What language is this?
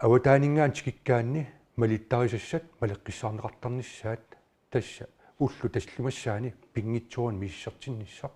Kalaallisut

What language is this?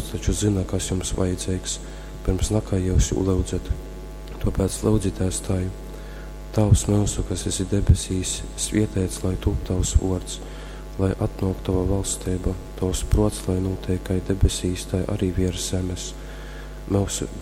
Latgalian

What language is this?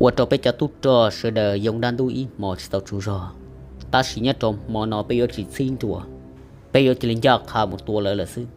Hmong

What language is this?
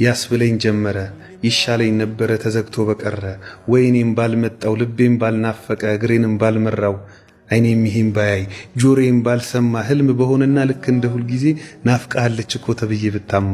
Amharic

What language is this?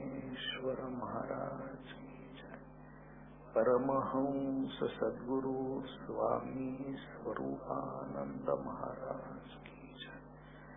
Marathi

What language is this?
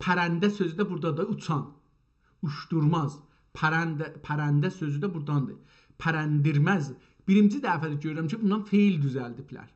South Azerbaijani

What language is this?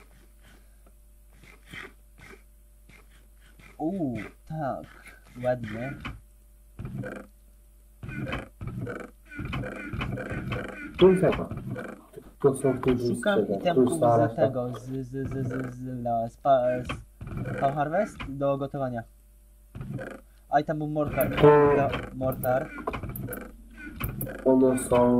Polish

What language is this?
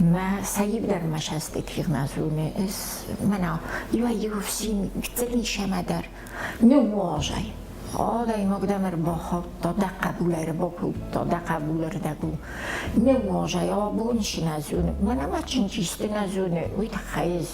Ossetic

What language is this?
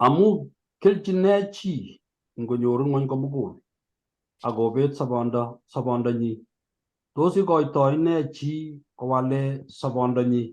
Kalenjin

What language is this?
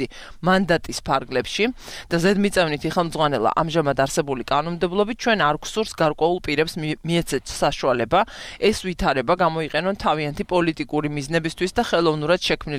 Georgian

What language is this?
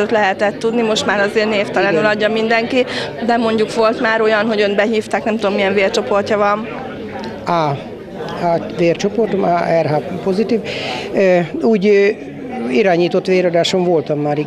Hungarian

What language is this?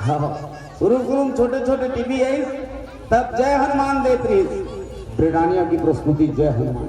Chhattisgarhi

